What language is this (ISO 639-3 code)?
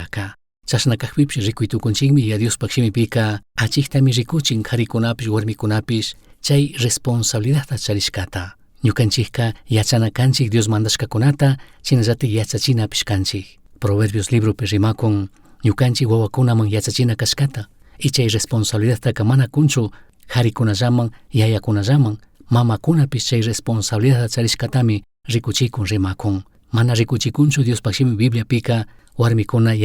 qug